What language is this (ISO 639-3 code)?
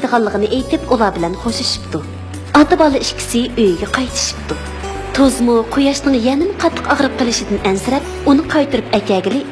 uig